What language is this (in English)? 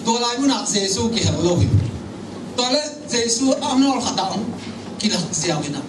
Tedim Chin